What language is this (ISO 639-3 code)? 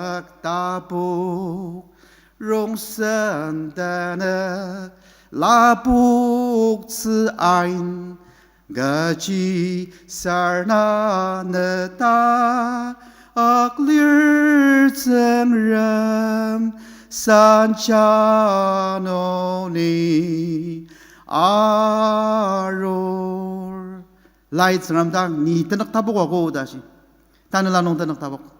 njo